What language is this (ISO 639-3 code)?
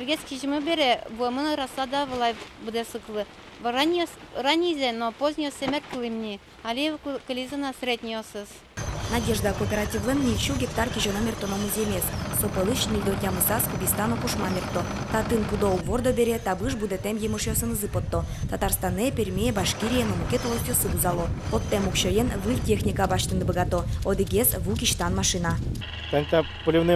udm